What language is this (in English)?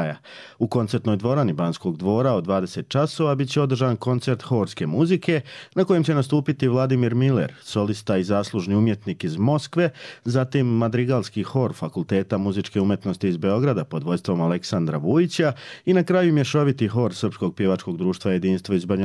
Croatian